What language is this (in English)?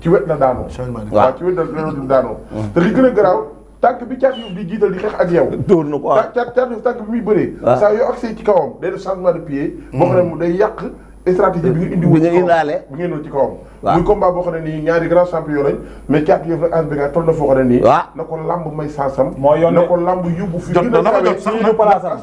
Wolof